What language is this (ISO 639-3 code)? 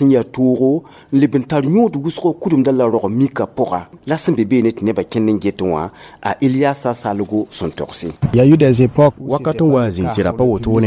mos